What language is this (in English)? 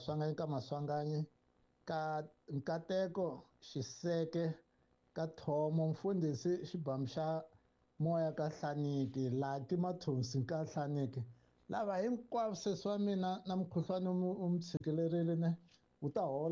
Tsonga